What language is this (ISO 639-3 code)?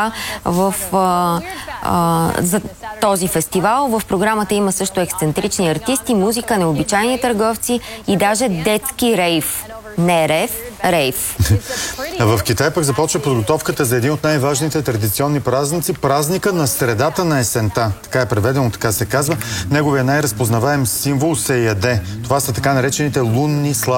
bul